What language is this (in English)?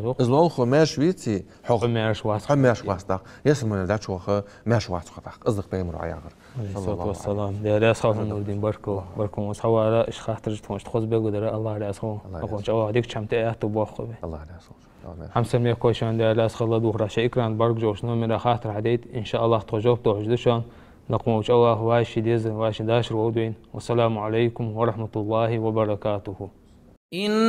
Ingush